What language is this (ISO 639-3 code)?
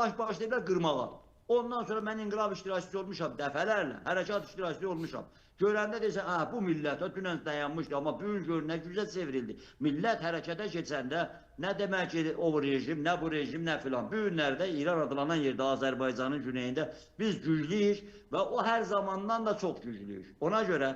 aze